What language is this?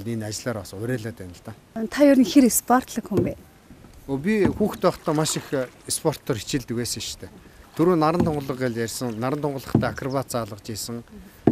Mongolian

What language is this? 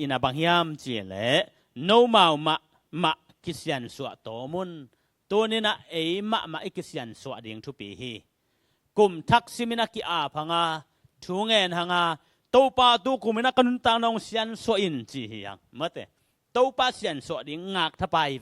Tedim Chin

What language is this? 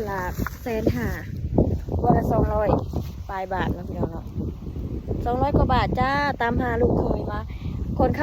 Northeastern Thai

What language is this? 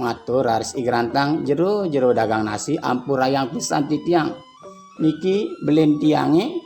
Balinese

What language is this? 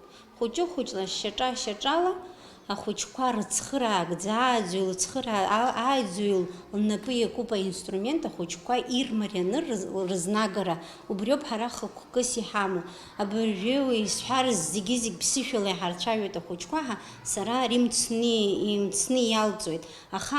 Abkhazian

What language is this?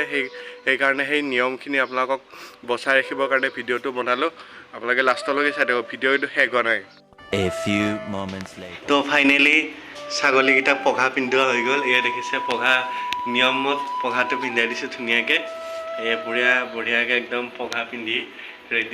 Assamese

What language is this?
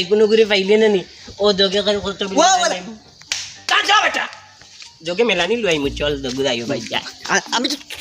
Sylheti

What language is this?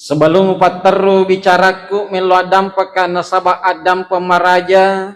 Buginese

